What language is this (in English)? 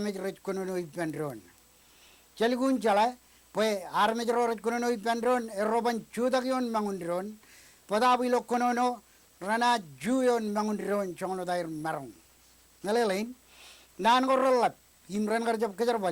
Marshallese